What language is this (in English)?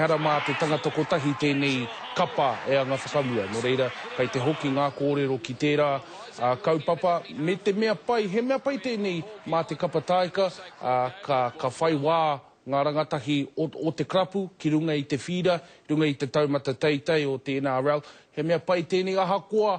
Māori